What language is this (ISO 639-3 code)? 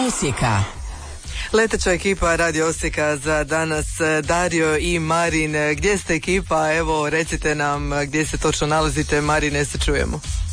hrv